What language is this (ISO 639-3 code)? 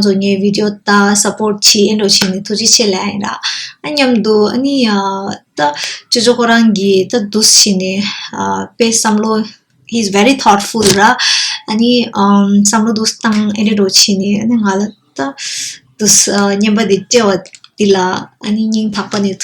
bod